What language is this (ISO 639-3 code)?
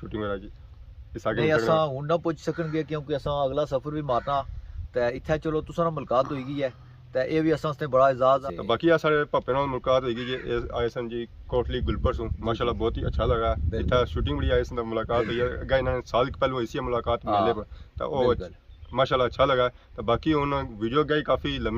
phr